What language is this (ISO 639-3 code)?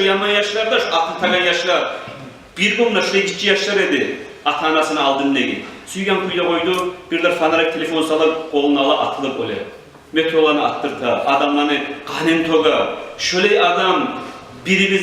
kum